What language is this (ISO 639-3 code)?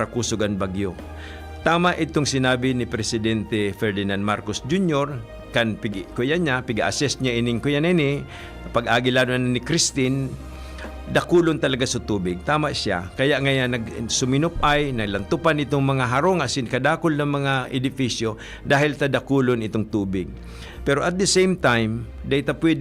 bik